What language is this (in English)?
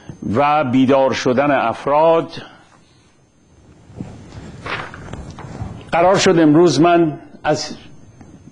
Persian